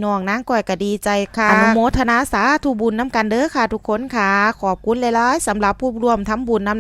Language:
Northeastern Thai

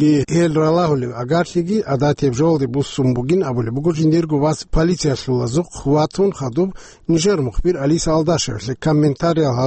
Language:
Avaric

